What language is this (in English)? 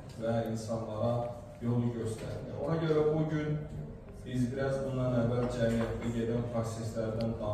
Azerbaijani